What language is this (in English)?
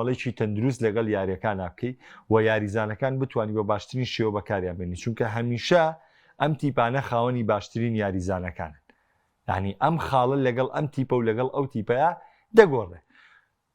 Central Kurdish